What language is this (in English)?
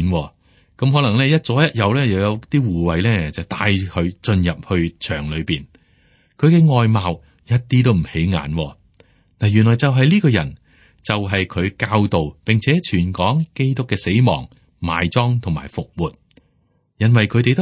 Cantonese